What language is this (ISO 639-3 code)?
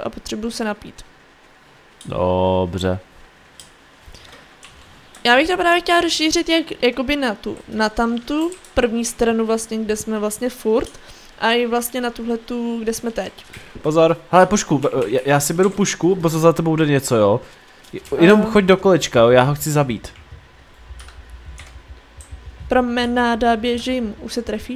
ces